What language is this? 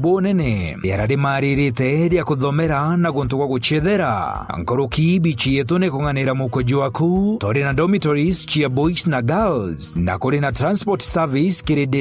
Meru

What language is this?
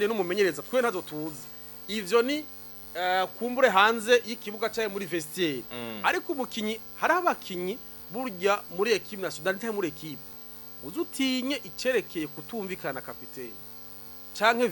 Rundi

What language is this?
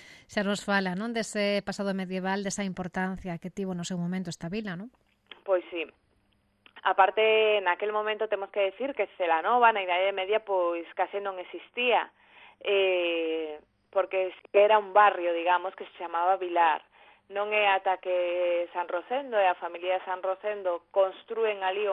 Galician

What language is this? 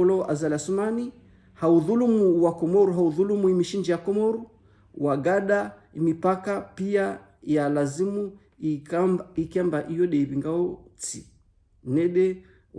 Ngazidja Comorian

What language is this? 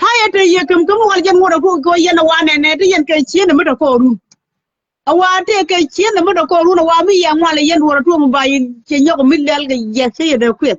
Nuer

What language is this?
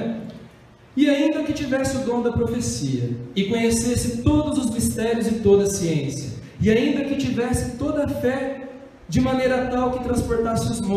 Portuguese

